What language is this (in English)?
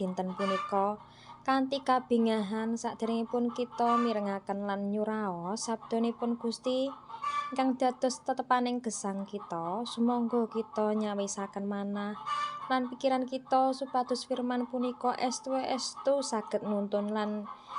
Javanese